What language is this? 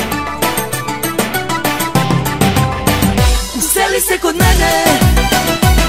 Serbian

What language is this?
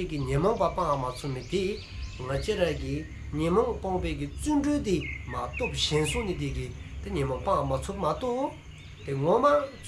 Dzongkha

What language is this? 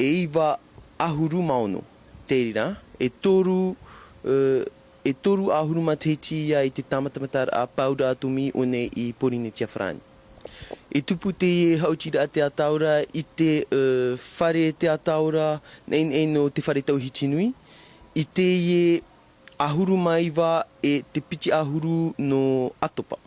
Tahitian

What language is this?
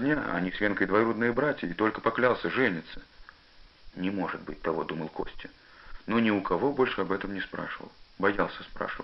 Russian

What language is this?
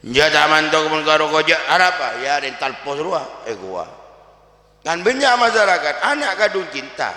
Madurese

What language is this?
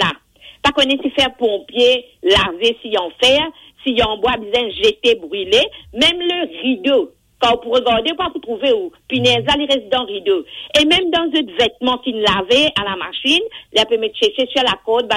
Morisyen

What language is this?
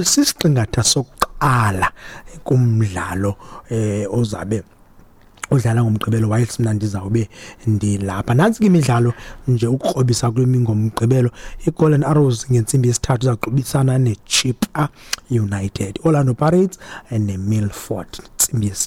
Xhosa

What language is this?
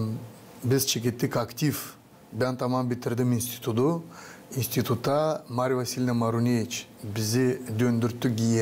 Gagauz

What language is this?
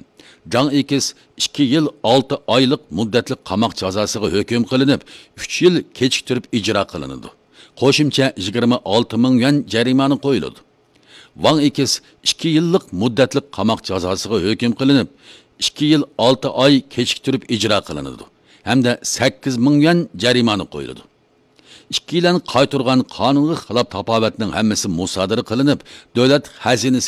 Uyghur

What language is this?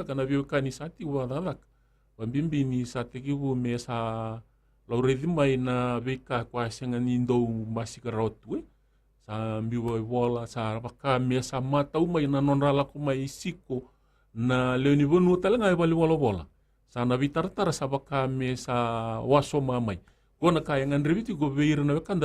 Fijian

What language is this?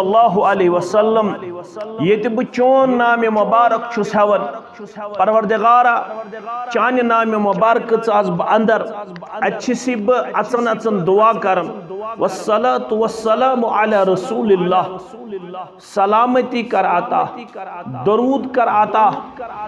Kashmiri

